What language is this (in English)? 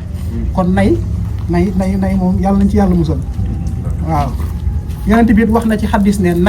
Wolof